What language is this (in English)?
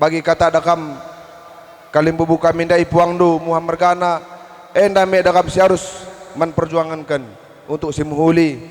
Batak Karo